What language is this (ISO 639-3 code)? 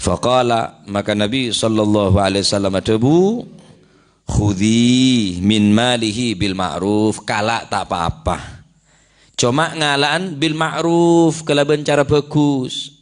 mad